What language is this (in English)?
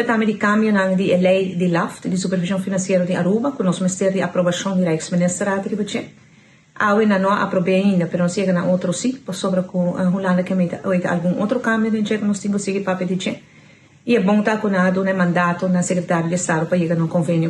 Papiamento